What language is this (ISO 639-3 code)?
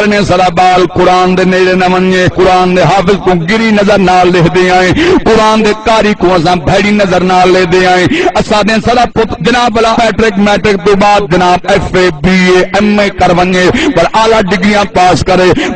skr